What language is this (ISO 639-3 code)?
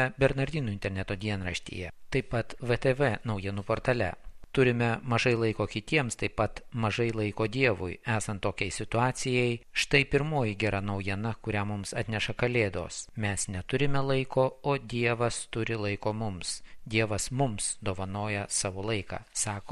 lit